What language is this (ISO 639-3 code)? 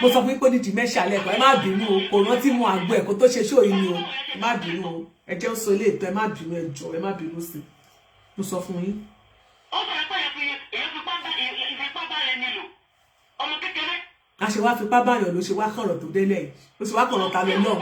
yor